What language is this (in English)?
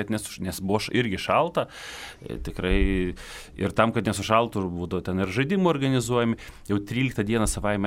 Lithuanian